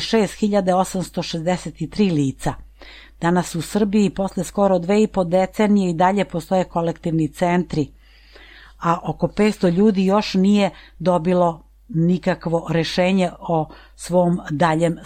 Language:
Serbian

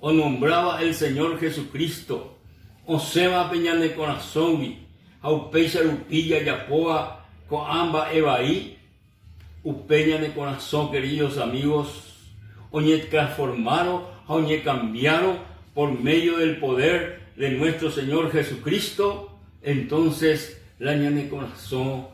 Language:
Guarani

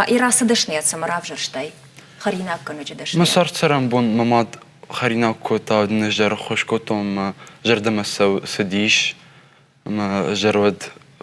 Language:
Ossetic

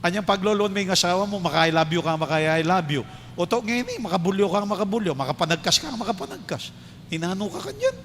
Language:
Pampanga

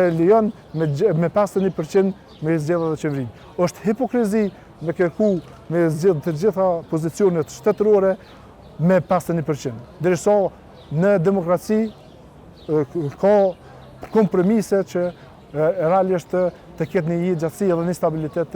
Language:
Albanian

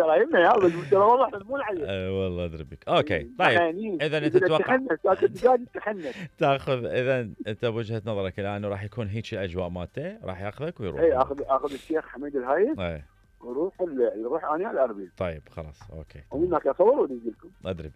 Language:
Mesopotamian Arabic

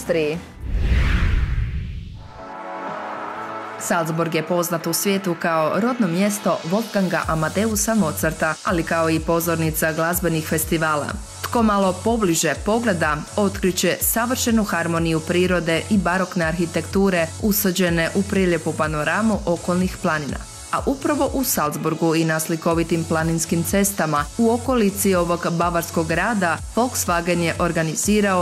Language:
Croatian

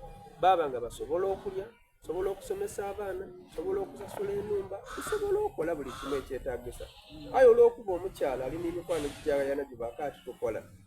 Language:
Soga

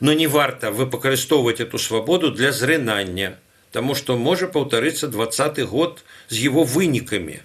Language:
Belarusian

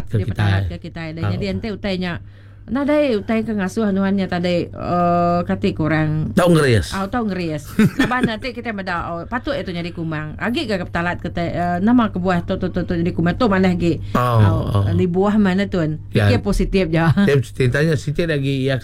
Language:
Iban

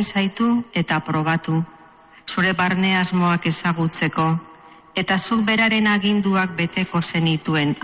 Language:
Basque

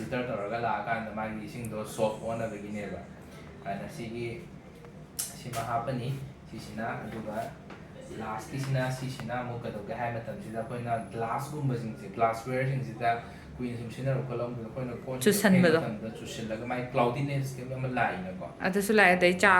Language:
Manipuri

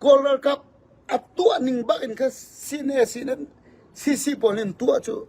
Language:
Falam Chin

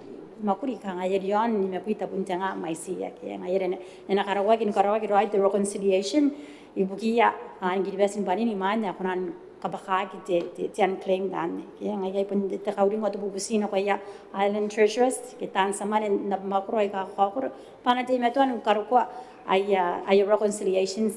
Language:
Gilbertese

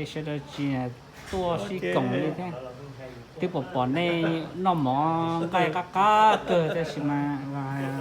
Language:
Hmong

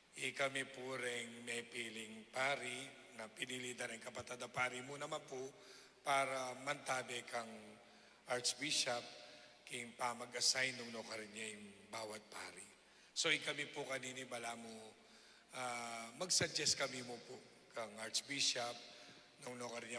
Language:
Pampanga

